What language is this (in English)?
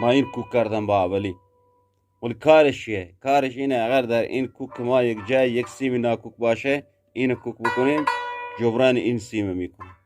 Eastern Balochi